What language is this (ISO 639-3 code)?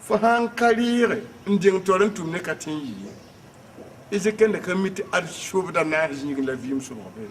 mos